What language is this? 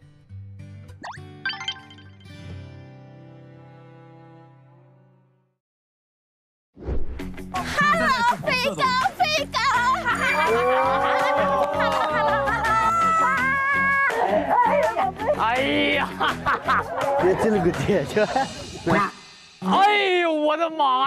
Chinese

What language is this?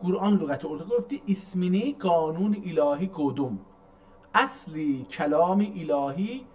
South Azerbaijani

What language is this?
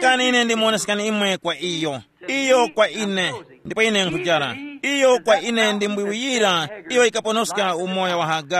Tumbuka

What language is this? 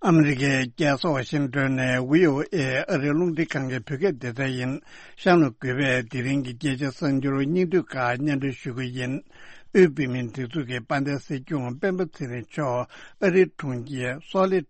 Tibetan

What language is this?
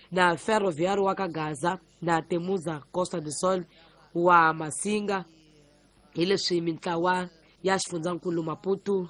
Tsonga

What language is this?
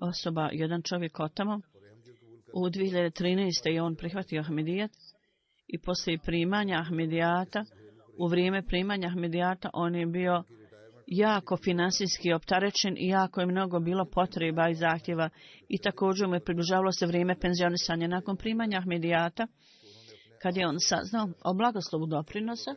Bosnian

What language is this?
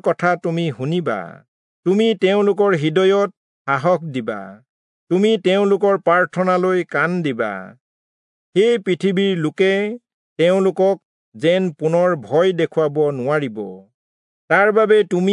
Assamese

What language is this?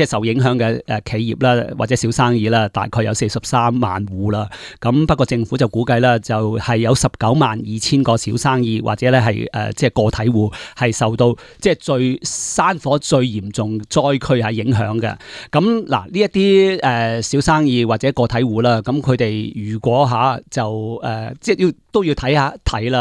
Cantonese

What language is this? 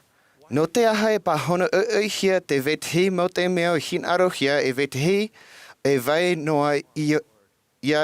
Tahitian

